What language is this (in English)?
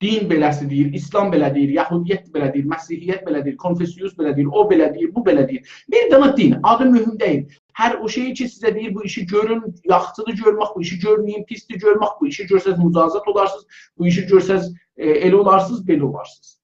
South Azerbaijani